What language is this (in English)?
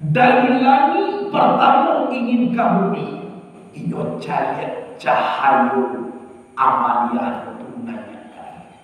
Minangkabau